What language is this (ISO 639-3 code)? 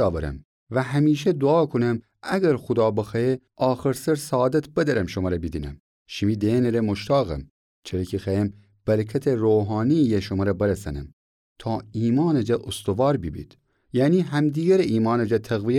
glk